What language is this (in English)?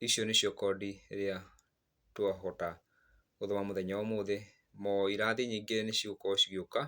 Kikuyu